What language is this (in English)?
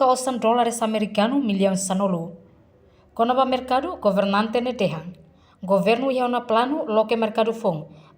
Tetum